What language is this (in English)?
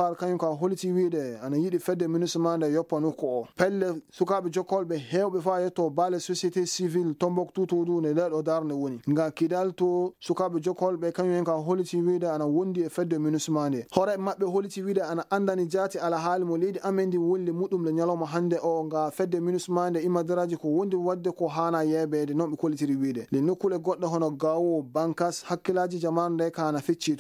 Fula